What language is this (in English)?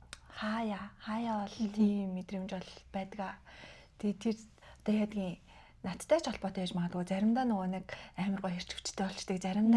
Mongolian